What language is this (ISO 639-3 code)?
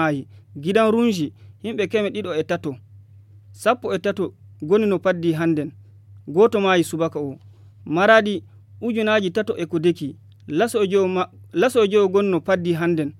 ful